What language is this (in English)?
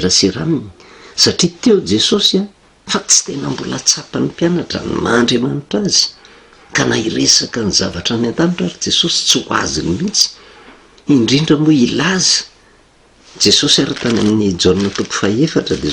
Malagasy